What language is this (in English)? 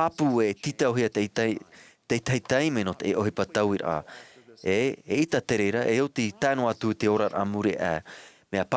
Tahitian